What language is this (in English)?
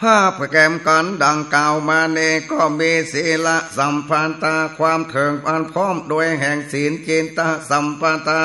Northern Thai